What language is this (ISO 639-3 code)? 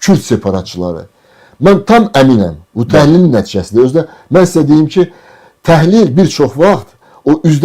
aze